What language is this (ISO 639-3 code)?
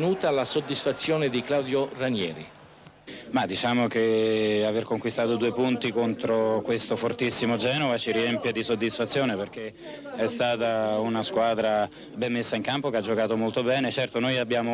ita